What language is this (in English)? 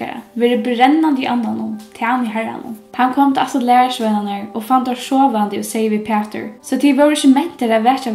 Faroese